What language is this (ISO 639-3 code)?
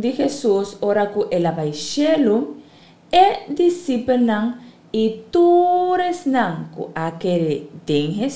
pap